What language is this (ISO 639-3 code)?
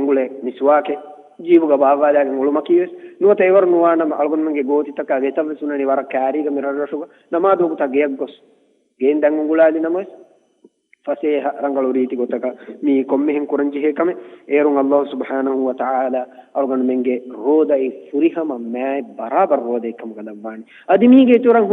div